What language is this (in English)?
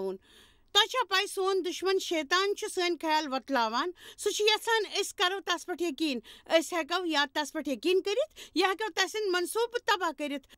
Kashmiri